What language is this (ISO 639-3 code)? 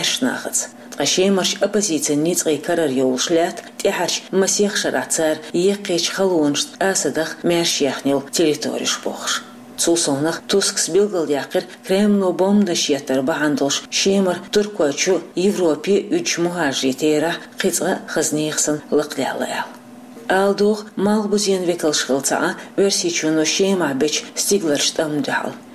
che